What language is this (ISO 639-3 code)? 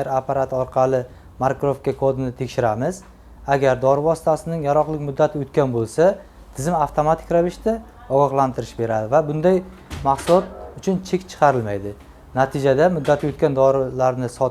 uzb